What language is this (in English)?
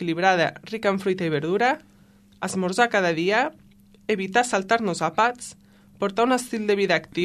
Catalan